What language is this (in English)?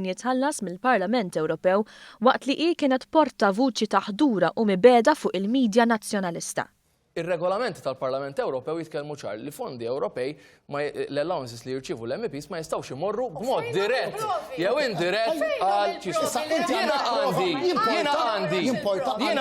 Maltese